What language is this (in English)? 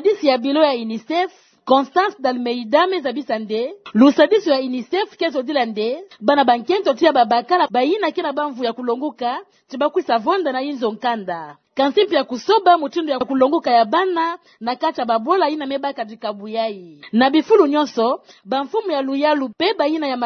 Kituba (Democratic Republic of Congo)